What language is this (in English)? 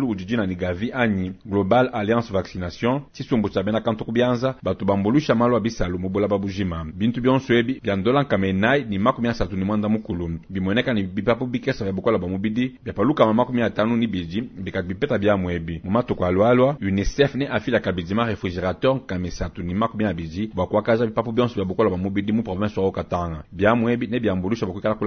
Luba-Lulua